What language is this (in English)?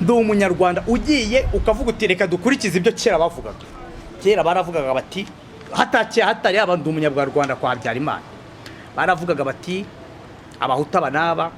Kinyarwanda